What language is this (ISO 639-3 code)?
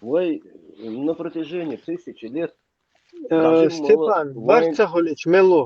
che